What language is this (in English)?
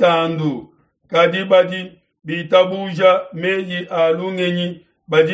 Luba-Lulua